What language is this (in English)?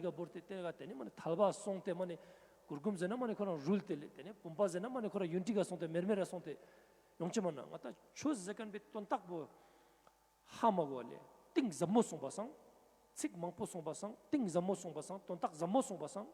Ladakhi